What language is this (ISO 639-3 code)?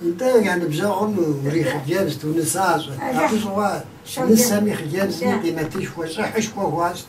kbd